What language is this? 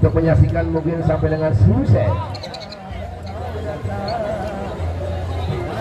Indonesian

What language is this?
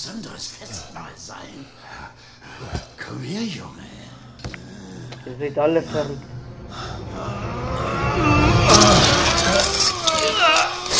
German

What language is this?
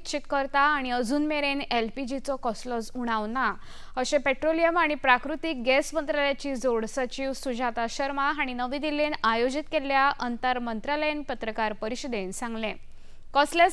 Konkani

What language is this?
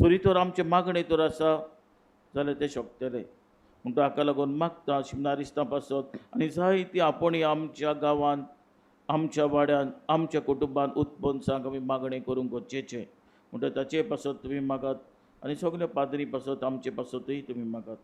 Konkani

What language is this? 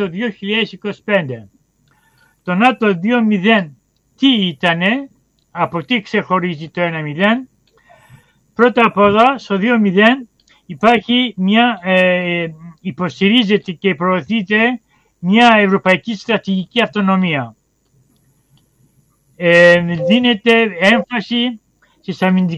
Greek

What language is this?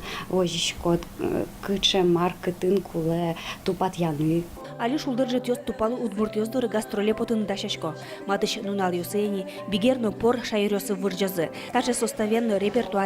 Udmurt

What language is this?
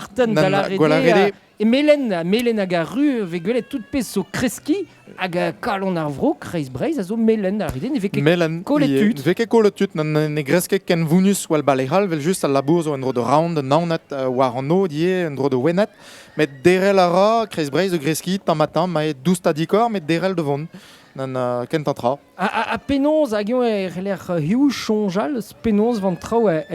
Breton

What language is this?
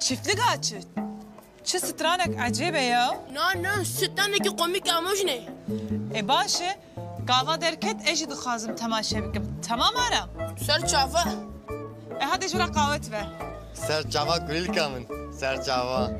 Kurdish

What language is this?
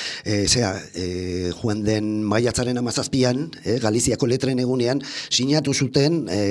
Basque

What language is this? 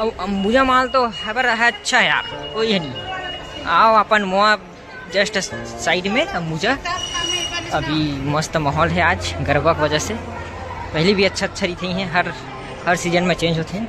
Chhattisgarhi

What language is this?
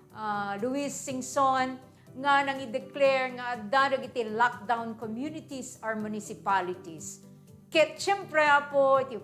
Iloko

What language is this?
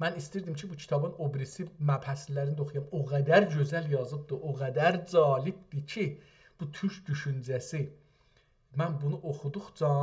South Azerbaijani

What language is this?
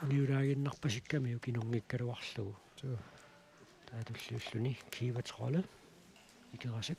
Kalaallisut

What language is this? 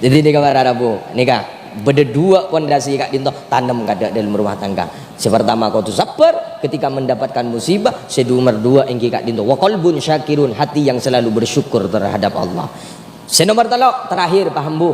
Madurese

